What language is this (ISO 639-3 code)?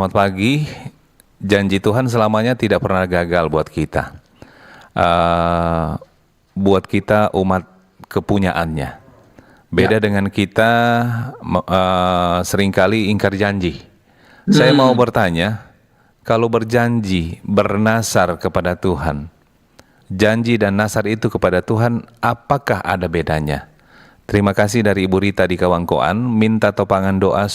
xmm